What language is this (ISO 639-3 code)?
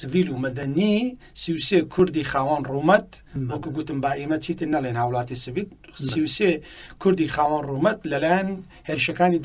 ckb